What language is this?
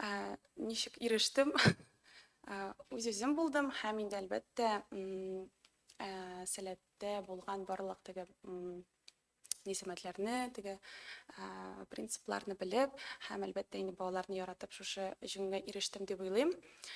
Tatar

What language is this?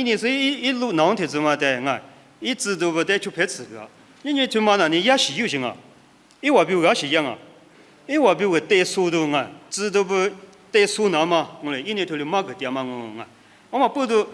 Lisu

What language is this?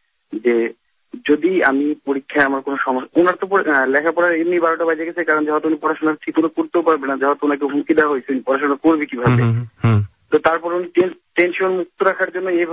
Bangla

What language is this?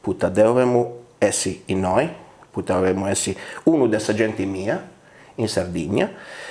Sardinian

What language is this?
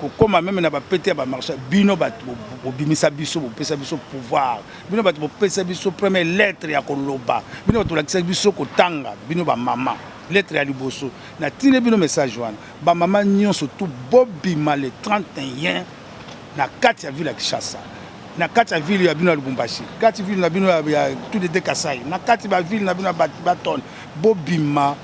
Lingala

